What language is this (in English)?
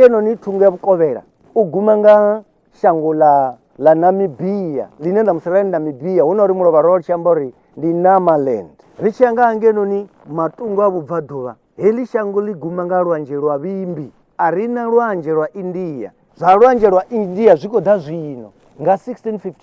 Venda